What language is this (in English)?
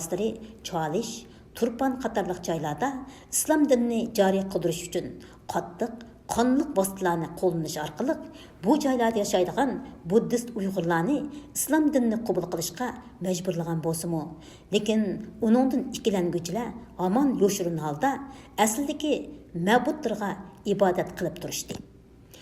Uyghur